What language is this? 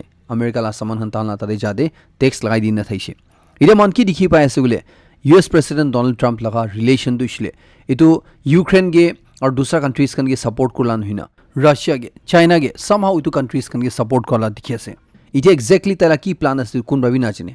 Naga Pidgin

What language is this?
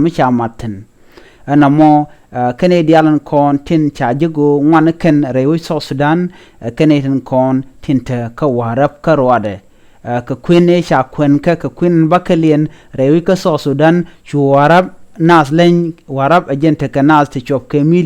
Nuer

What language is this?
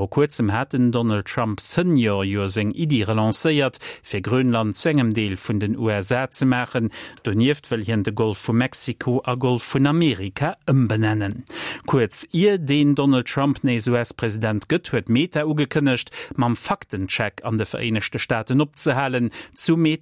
Luxembourgish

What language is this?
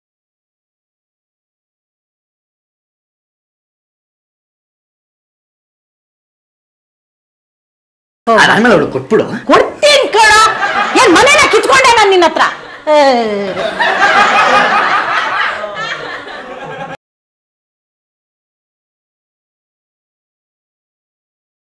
Kannada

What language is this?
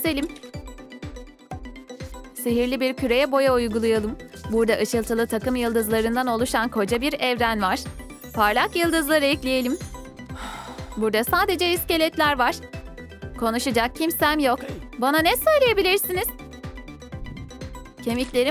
Turkish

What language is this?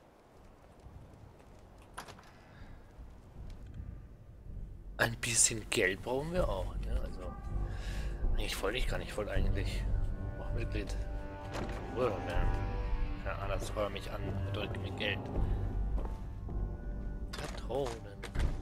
German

